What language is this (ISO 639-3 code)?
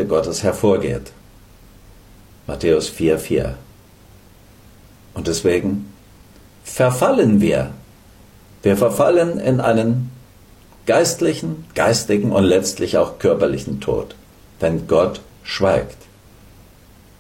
deu